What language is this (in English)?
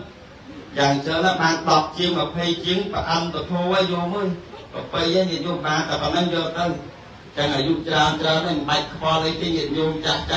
Khmer